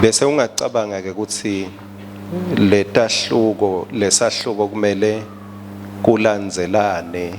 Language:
Swati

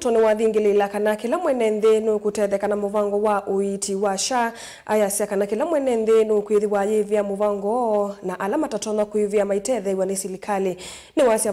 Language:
Kamba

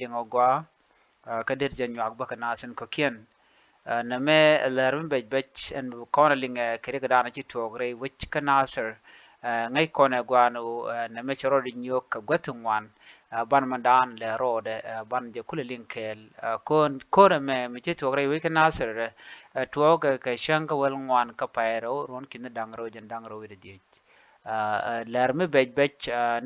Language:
Nuer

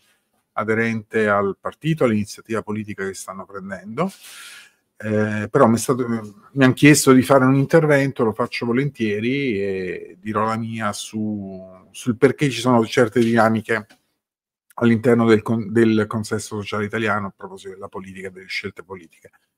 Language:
Italian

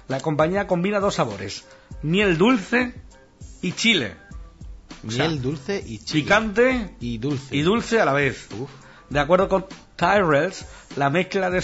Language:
Spanish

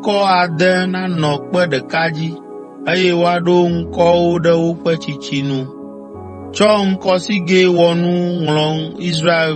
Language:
Ewe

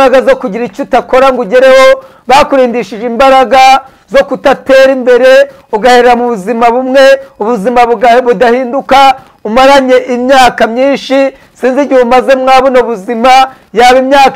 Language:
Kinyarwanda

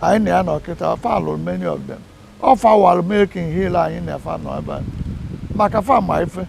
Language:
Igbo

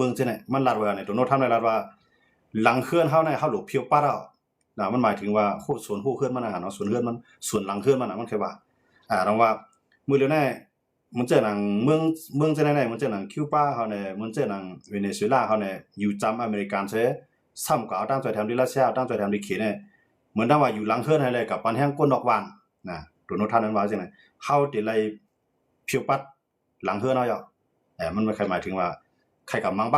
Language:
Shan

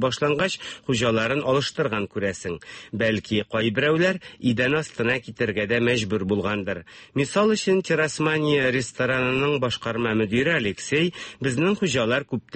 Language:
Tatar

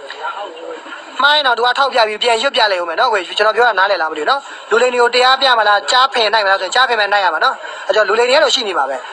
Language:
Burmese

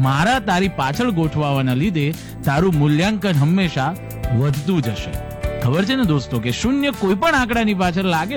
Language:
Gujarati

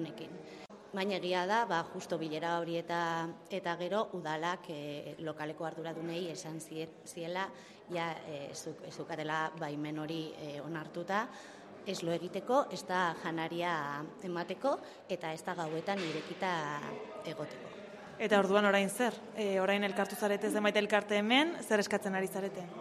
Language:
Basque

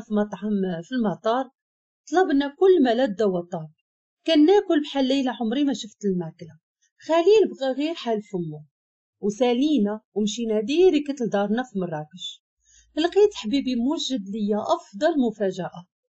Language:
Moroccan Arabic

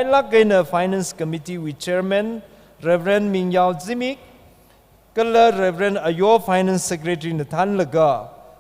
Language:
Tangkhul Naga (India)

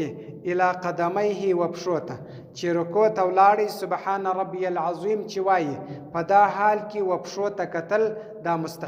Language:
Pashto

